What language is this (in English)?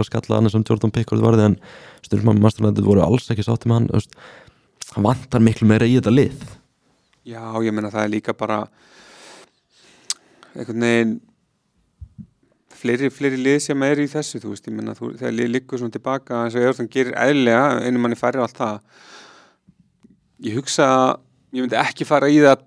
Icelandic